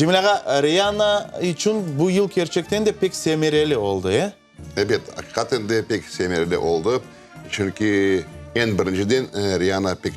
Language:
Crimean Tatar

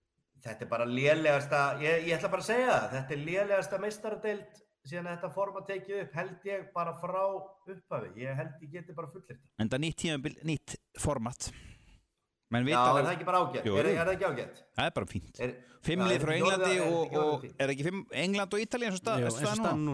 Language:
Icelandic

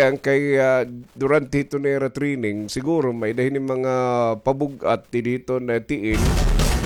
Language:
Waray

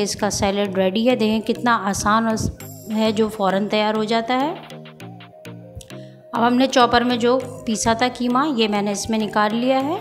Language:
Hindi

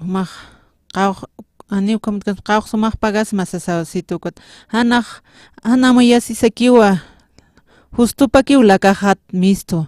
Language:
Aymara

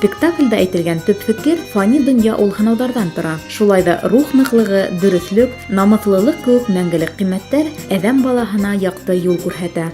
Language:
Bashkir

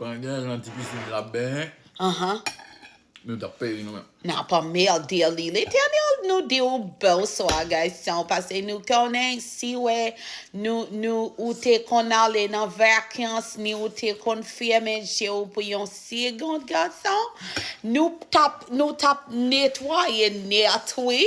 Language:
Haitian Creole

